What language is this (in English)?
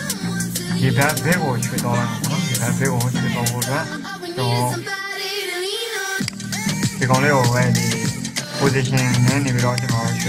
Burmese